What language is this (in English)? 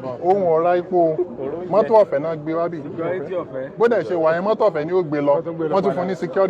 Yoruba